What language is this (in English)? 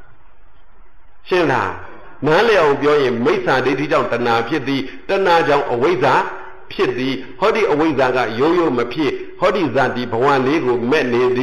Burmese